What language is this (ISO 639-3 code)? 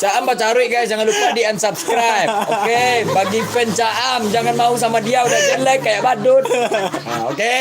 min